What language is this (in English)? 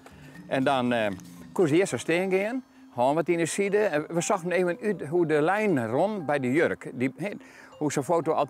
Western Frisian